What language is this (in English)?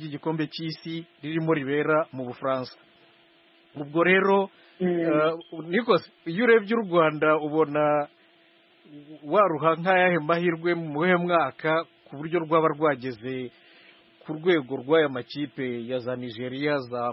Kinyarwanda